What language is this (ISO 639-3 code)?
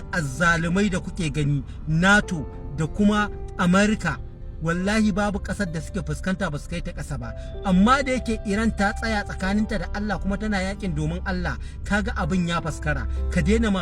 hau